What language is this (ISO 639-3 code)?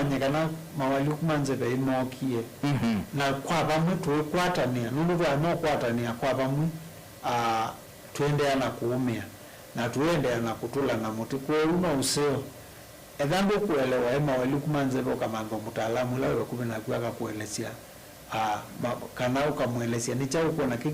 kam